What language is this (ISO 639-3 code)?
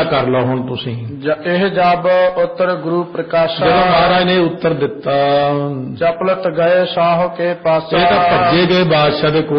pan